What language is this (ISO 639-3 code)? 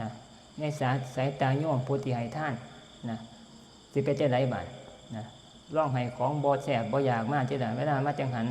tts